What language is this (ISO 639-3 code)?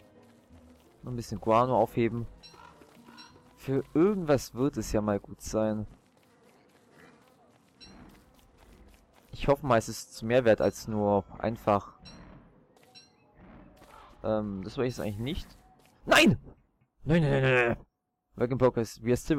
deu